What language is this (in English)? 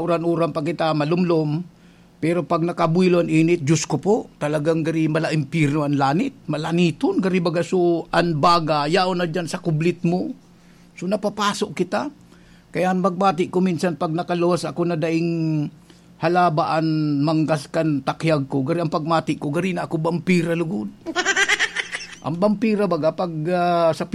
Bikol